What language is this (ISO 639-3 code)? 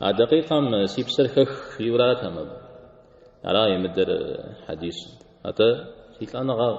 kbd